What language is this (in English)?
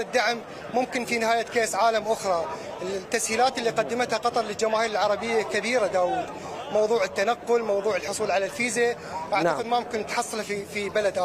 Mesopotamian Arabic